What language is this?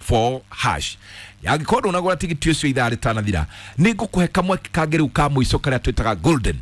Kikuyu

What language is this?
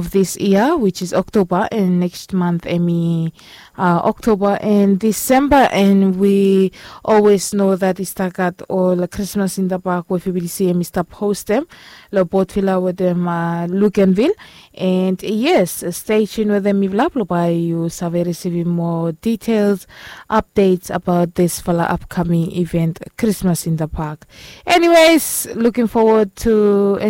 Bislama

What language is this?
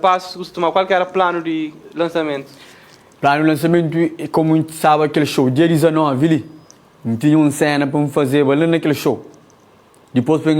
Kabuverdianu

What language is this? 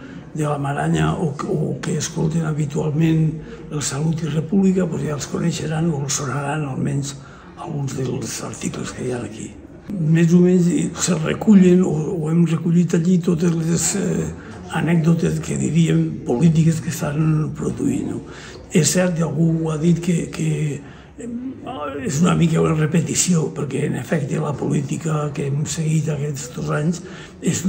Catalan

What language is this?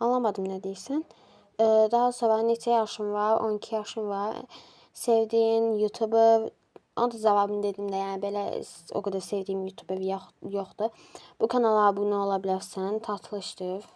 Azerbaijani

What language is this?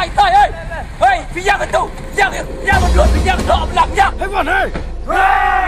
Khasi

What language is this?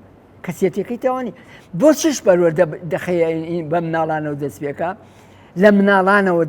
Central Kurdish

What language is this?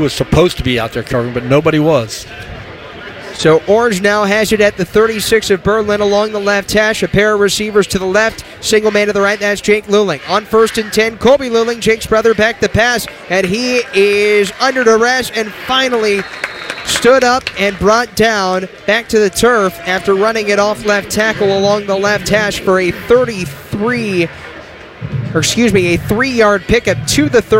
English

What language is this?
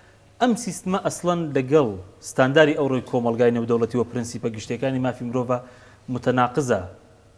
Central Kurdish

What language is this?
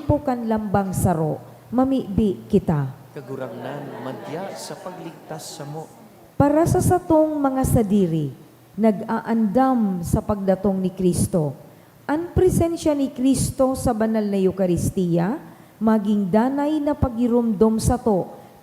Bikol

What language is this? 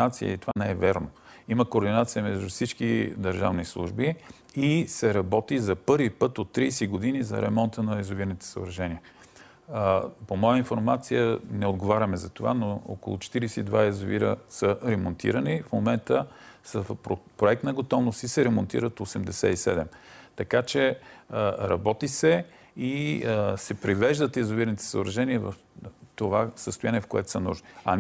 Bulgarian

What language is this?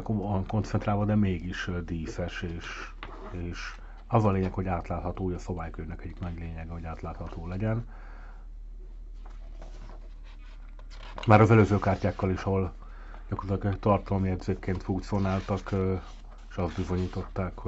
Hungarian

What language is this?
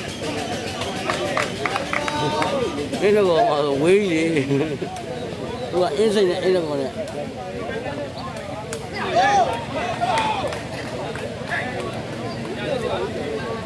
Burmese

